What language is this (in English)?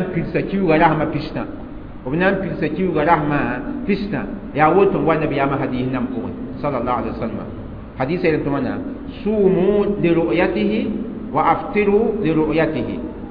Mossi